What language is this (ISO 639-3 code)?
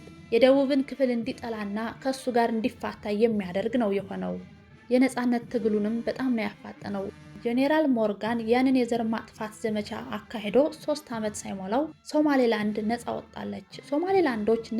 amh